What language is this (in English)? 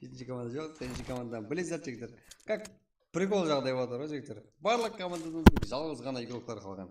Kara-Kalpak